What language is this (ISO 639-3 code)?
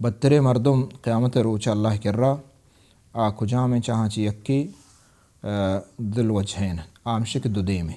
bal